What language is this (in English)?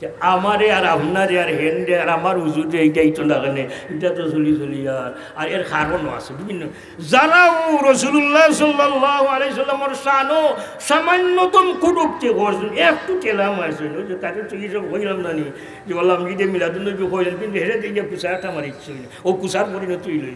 Sylheti